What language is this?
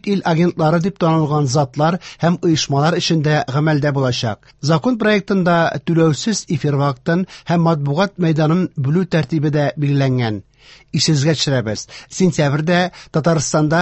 Tatar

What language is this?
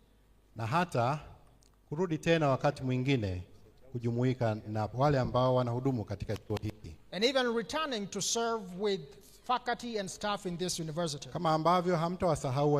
Swahili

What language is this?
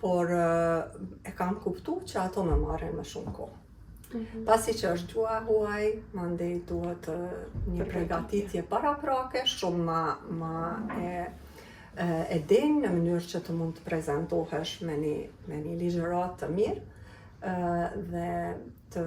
Albanian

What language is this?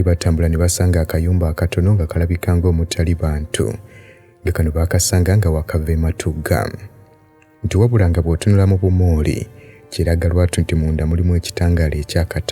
Ganda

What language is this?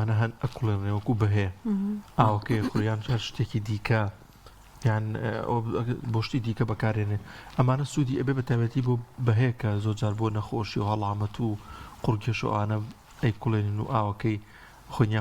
Central Kurdish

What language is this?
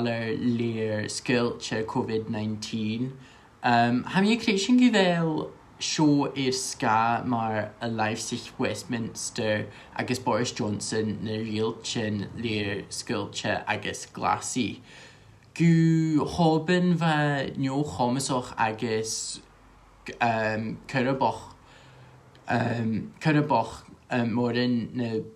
Scottish Gaelic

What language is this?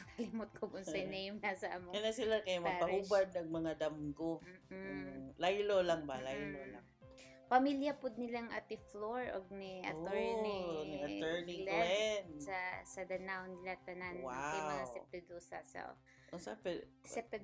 Cebuano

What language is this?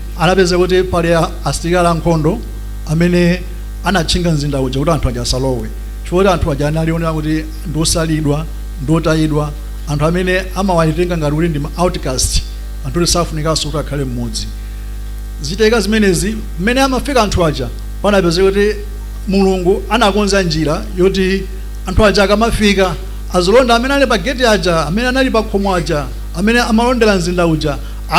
Nyanja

